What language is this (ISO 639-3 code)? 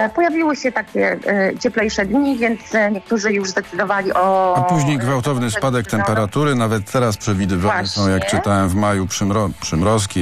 pol